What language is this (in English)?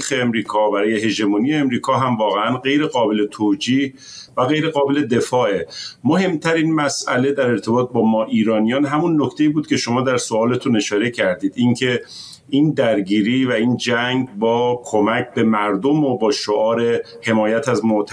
Persian